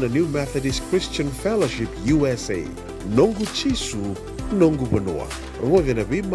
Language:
Fijian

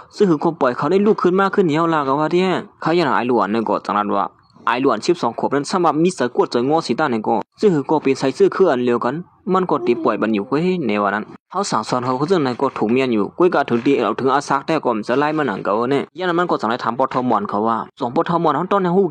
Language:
Shan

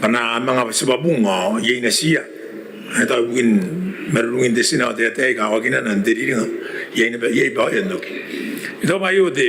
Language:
Gilbertese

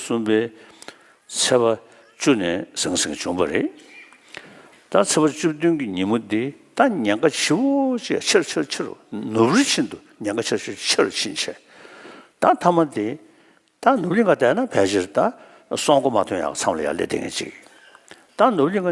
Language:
Tibetan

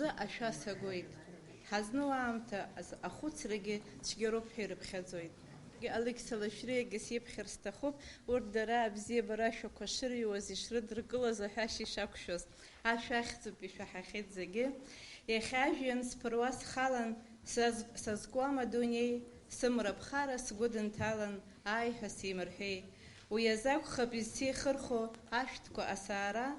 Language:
Abkhazian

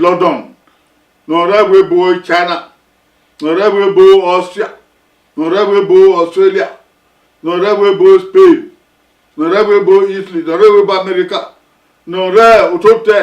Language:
Bini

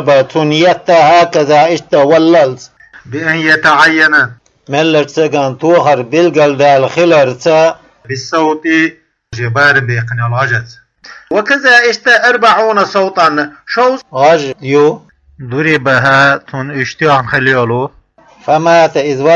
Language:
Chechen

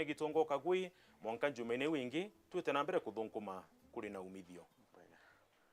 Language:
Meru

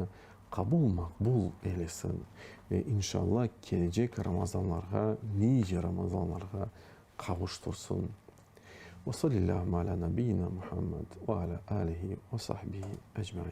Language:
Crimean Tatar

